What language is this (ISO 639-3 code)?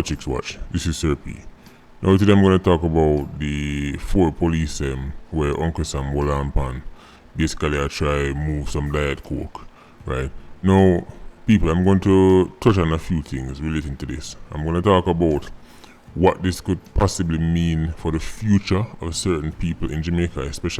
jam